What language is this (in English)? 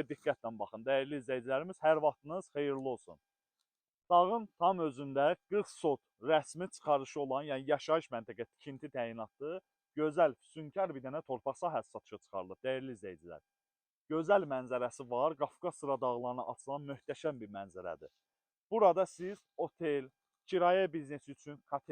Azerbaijani